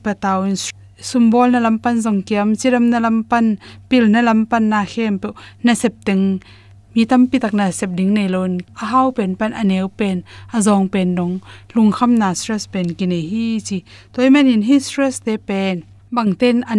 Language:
Tedim Chin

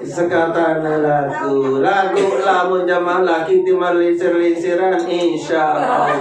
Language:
Sasak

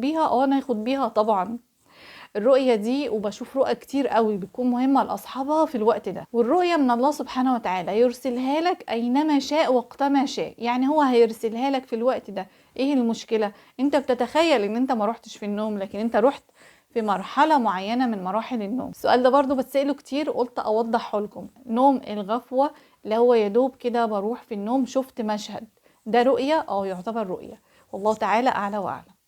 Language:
Egyptian Arabic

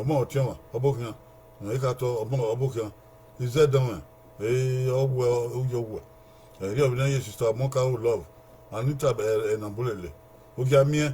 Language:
Bini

